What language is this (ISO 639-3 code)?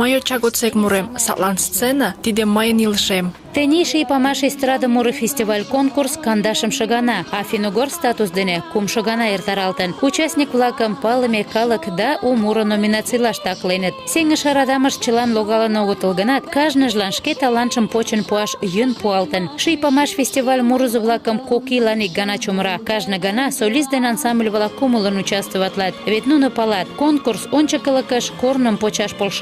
chm